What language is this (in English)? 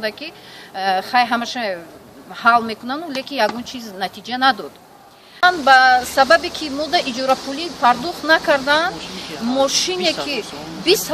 Tajik